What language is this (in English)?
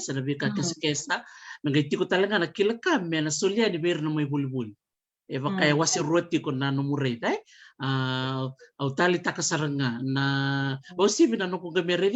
Fijian